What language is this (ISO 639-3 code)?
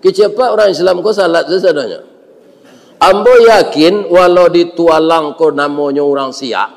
min